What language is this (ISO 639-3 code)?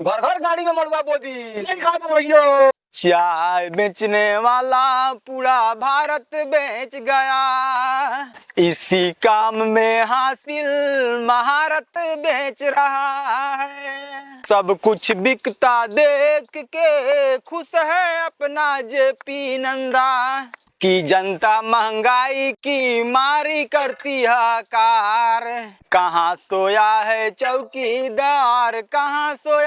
bho